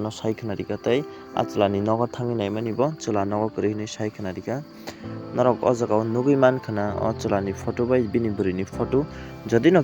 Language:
Kok Borok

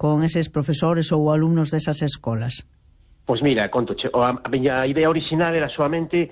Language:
Galician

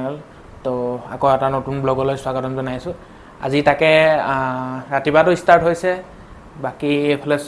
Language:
Assamese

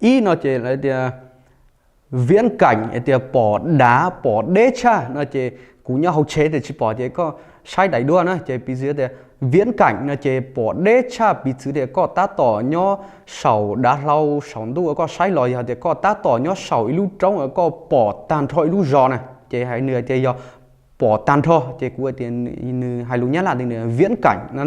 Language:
Hmong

